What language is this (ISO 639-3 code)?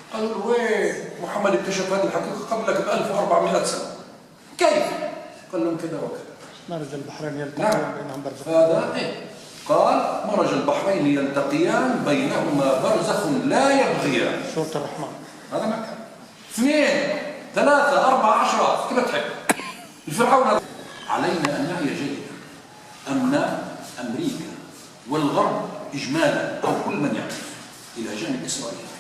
arq